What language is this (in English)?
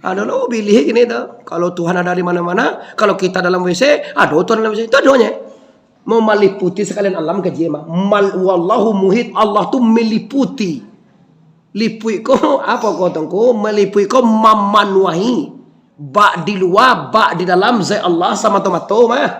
Minangkabau